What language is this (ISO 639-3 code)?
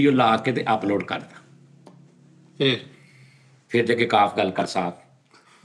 pan